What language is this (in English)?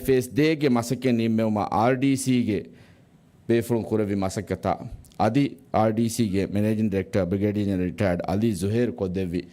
Divehi